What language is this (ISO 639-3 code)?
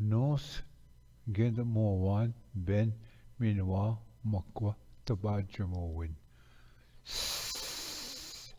oji